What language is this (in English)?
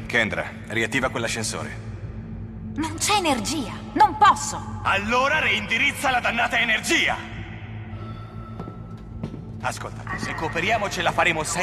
Italian